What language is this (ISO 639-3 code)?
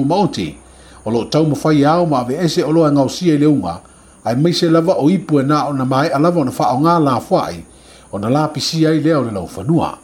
smo